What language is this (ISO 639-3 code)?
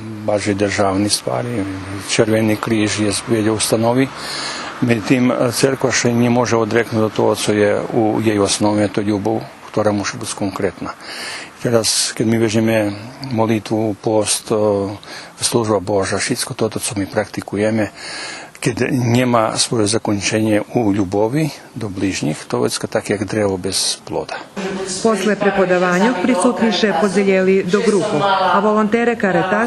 rue